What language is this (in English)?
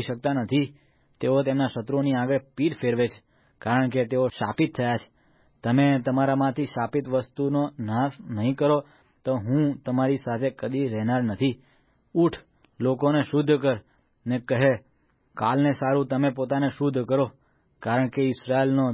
Gujarati